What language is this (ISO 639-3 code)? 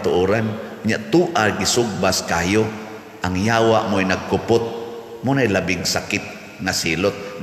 ceb